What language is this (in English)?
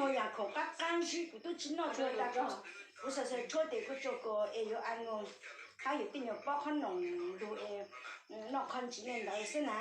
Hmong